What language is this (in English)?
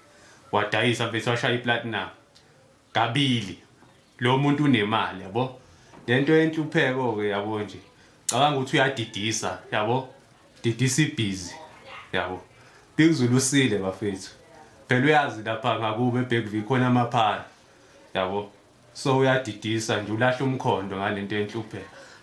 Zulu